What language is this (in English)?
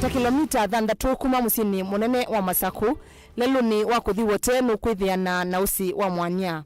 Kamba